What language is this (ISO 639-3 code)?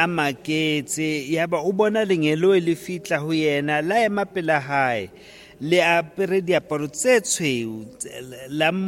sot